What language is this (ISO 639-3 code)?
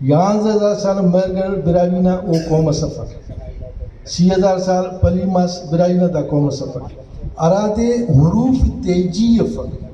brh